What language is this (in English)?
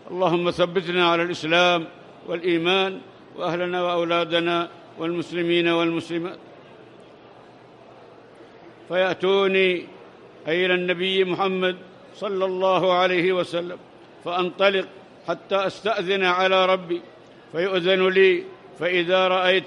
Arabic